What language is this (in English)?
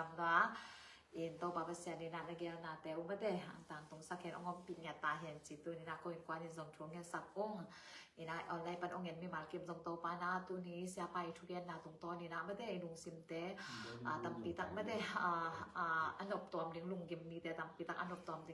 Tedim Chin